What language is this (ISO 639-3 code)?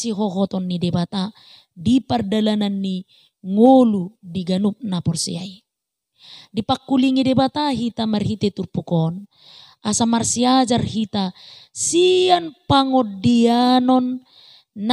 bbc